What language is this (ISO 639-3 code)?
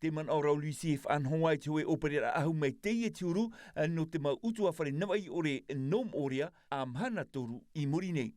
tah